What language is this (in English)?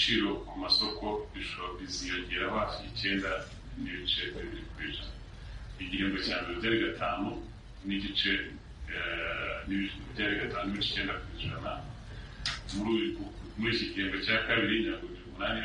Kinyarwanda